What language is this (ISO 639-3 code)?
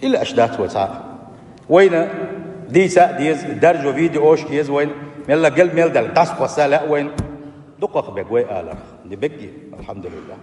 che